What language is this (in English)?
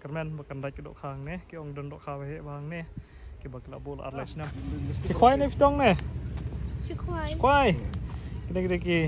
Khasi